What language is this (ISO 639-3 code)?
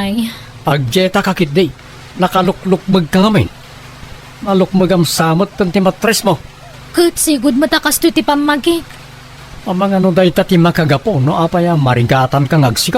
ilo